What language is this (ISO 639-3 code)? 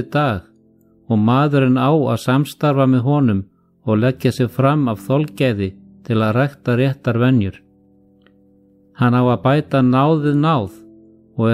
isl